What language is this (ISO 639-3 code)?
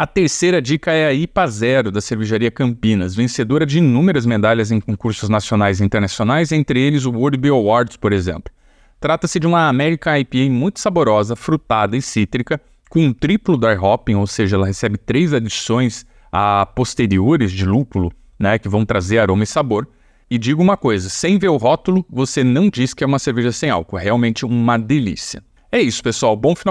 por